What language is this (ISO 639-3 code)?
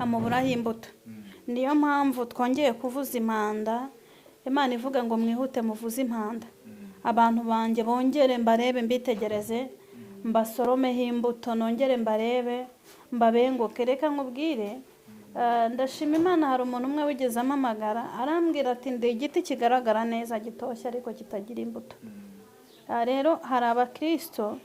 kin